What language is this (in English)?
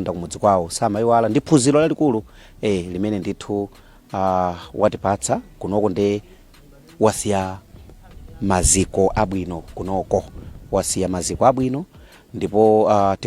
Nyanja